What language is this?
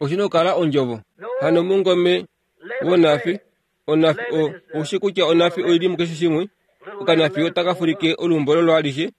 Kuanyama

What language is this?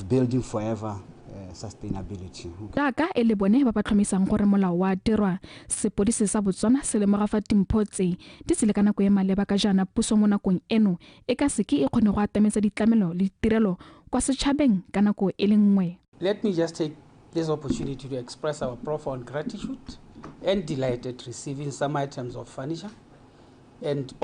Tswana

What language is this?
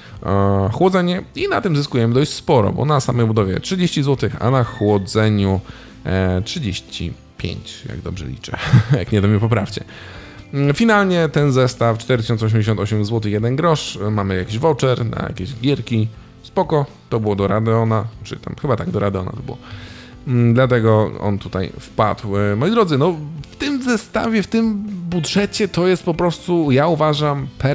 Polish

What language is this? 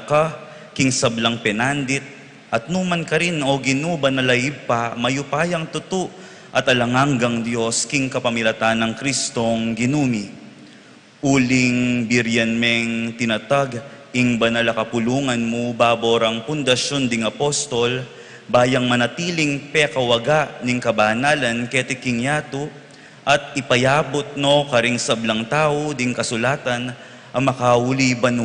Pampanga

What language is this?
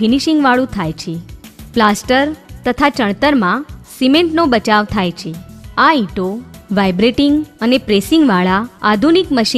Gujarati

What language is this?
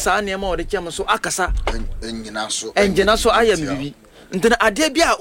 Akan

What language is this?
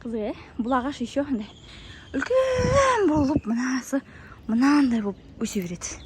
Kazakh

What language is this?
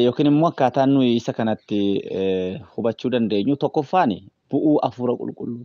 Oromo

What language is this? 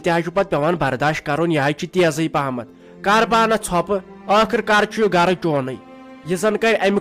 Kashmiri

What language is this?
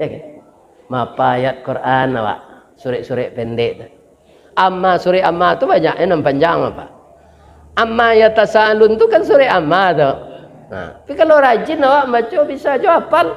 Minangkabau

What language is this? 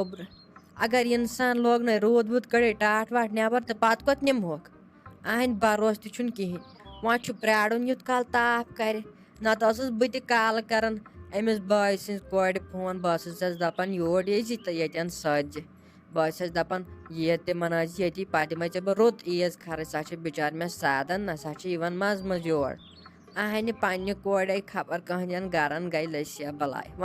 Kashmiri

